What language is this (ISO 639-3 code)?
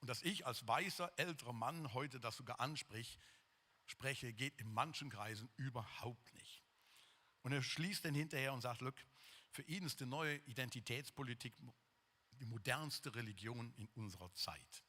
gsw